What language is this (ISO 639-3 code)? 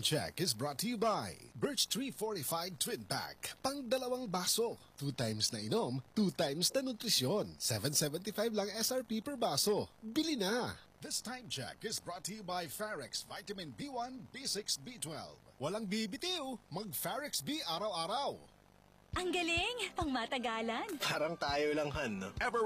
fil